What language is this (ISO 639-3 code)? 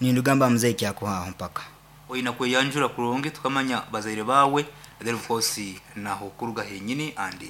nyn